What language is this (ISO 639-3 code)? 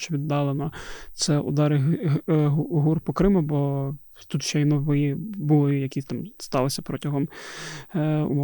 ukr